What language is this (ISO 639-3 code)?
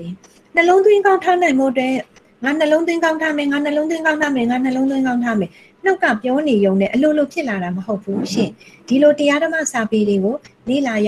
mya